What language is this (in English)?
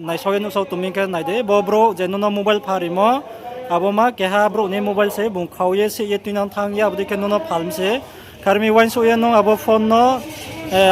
Riang (India)